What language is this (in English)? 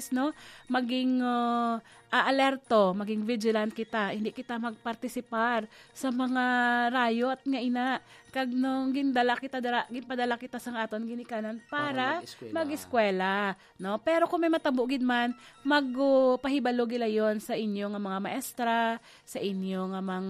Hiligaynon